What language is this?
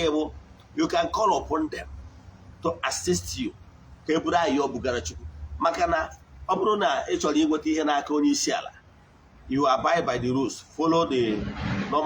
Igbo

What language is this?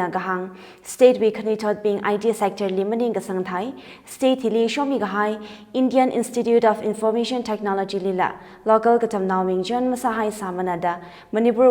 Tangkhul Naga (India)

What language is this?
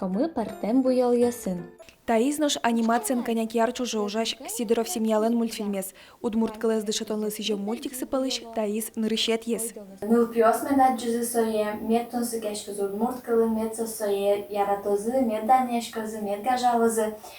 Udmurt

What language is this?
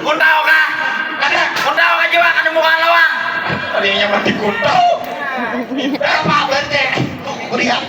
Banjar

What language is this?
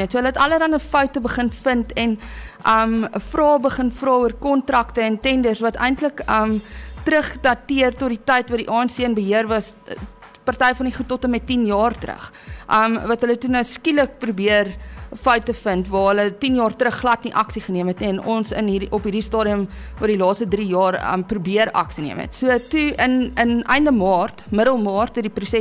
Afrikaans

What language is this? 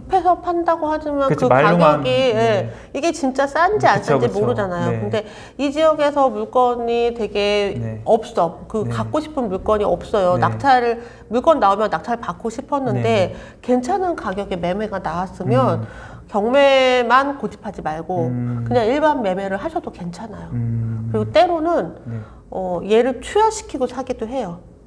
Korean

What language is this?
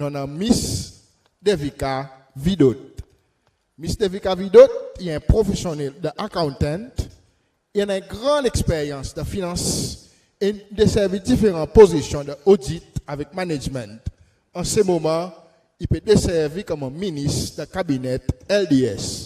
Seselwa Creole French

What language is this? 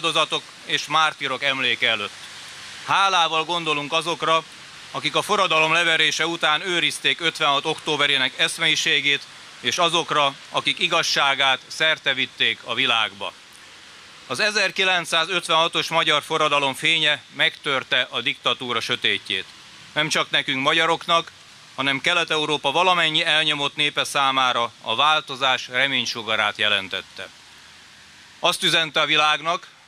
Hungarian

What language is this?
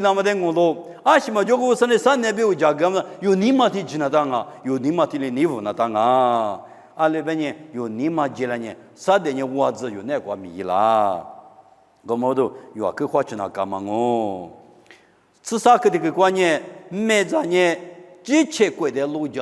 Lisu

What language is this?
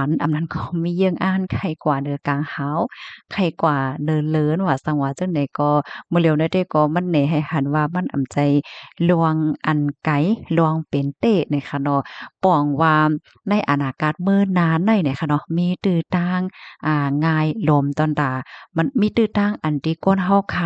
Shan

